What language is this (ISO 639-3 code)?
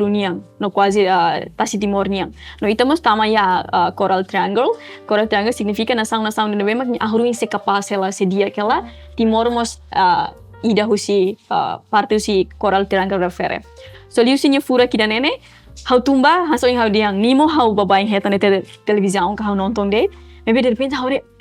tet